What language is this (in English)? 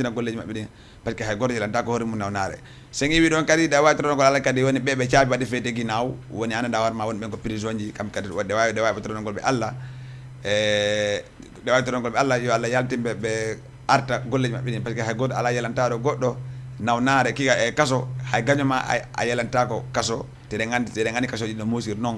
Fula